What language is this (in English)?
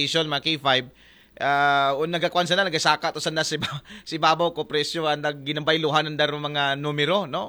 Aklanon